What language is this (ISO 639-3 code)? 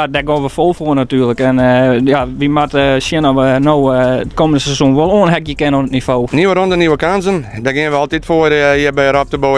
fry